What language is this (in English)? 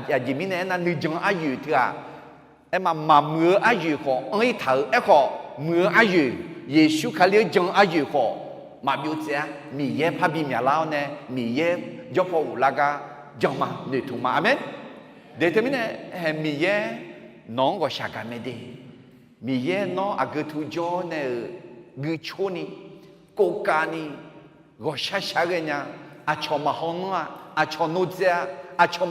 Akha